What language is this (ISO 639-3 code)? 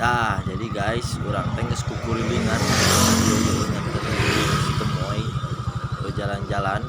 sun